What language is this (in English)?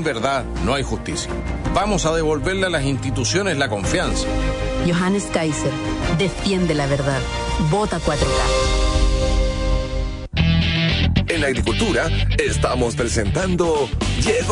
Spanish